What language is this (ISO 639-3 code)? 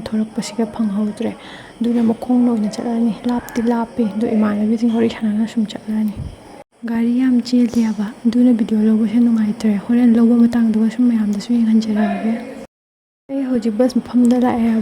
mni